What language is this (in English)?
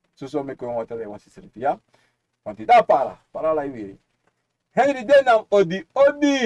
Sranan Tongo